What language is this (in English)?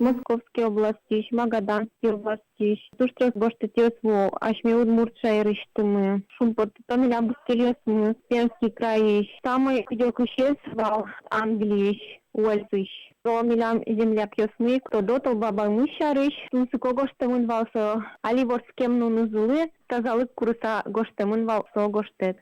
Udmurt